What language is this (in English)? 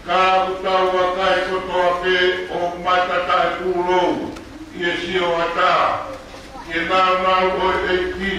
Tongan